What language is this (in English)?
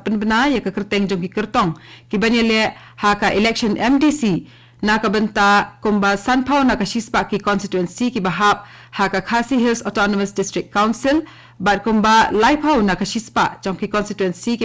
Khasi